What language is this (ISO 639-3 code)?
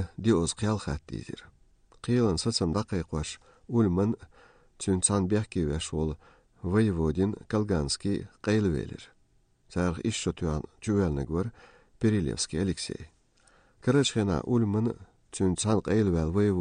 che